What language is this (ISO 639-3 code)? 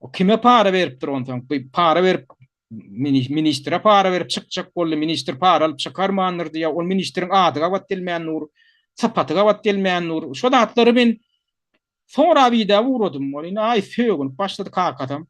tuk